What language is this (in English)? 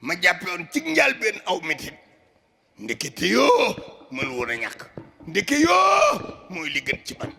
Wolof